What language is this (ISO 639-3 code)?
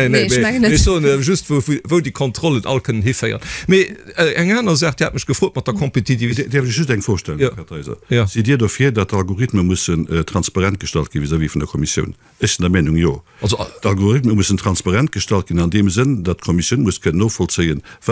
ltz